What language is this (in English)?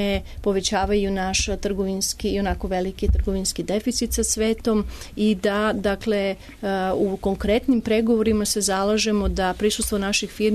Serbian